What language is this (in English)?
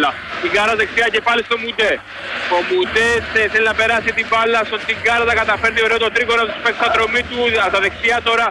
Greek